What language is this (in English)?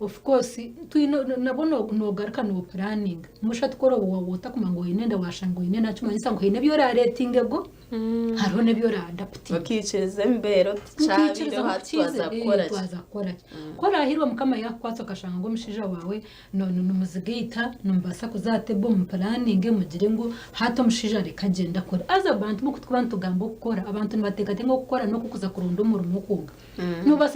Nyankole